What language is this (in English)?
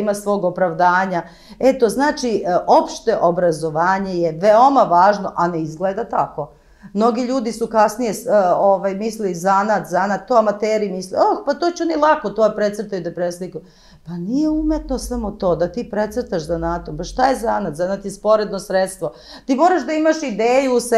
Serbian